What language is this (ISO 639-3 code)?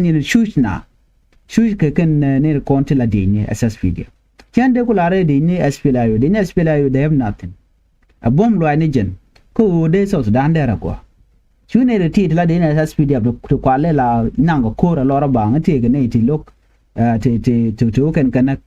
nus